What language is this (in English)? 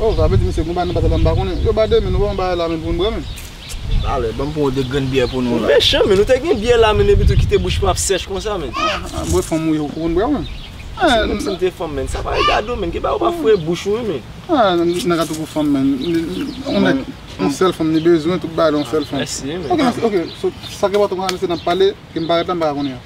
Haitian Creole